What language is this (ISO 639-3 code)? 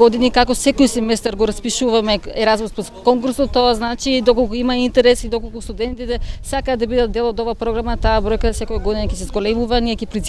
mkd